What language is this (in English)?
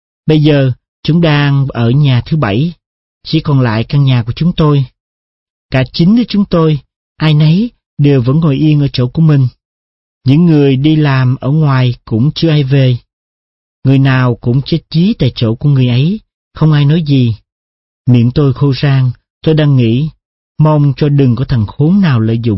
Vietnamese